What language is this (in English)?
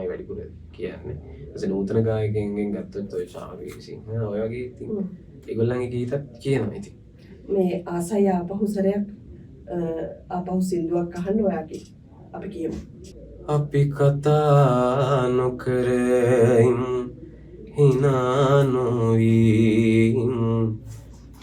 Sinhala